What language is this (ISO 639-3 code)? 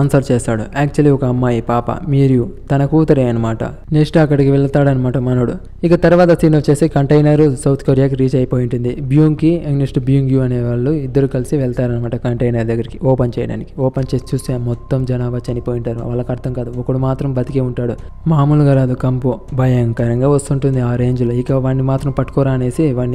tel